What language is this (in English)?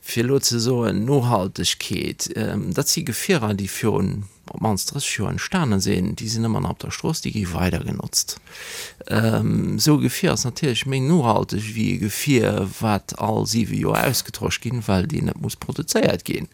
Luxembourgish